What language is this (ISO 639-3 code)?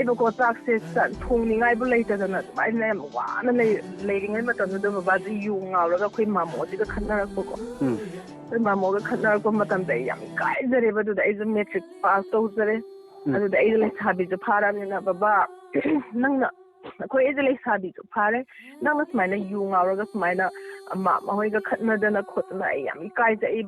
mni